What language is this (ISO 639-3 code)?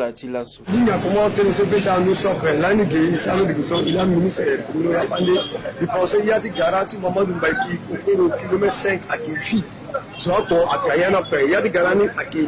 sag